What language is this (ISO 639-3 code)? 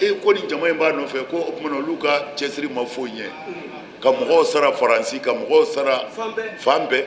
bam